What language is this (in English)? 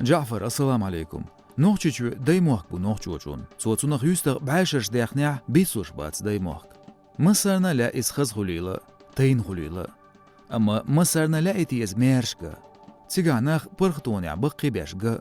Chechen